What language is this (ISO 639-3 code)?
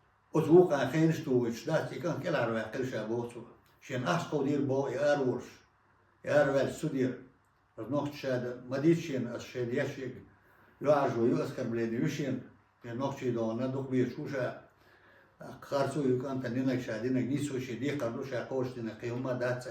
che